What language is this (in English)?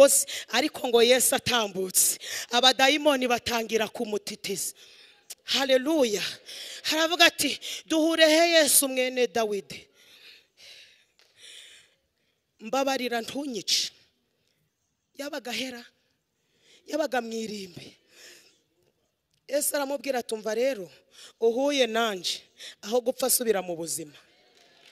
Kinyarwanda